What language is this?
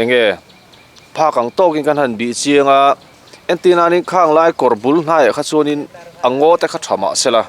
Mizo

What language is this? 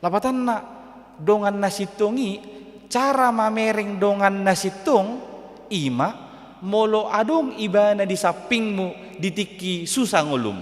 Batak Toba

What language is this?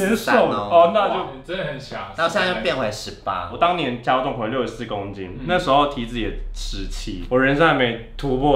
Chinese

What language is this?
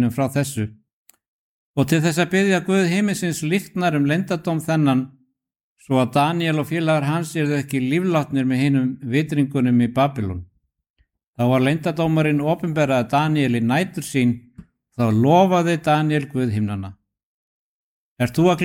Icelandic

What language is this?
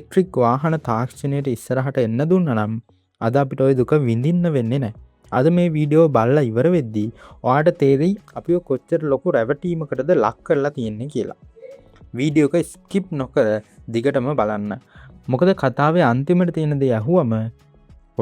Sinhala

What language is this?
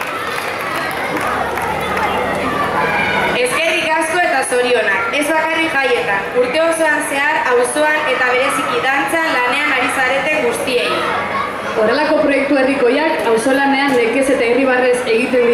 Basque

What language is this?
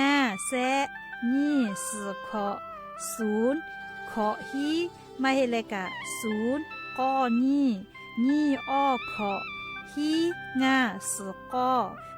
Lahu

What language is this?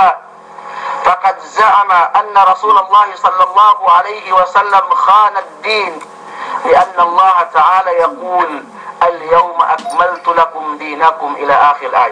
Yakan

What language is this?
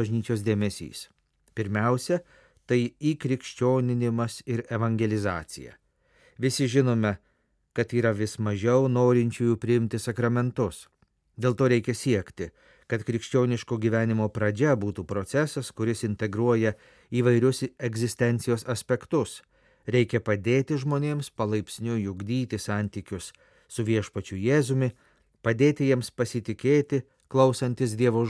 Lithuanian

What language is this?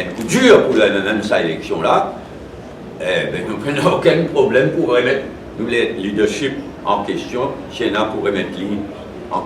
Morisyen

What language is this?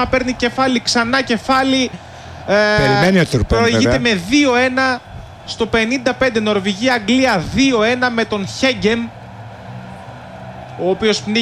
Greek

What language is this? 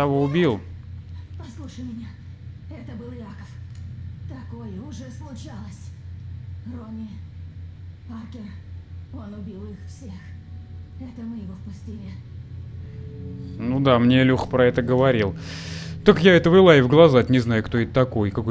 Russian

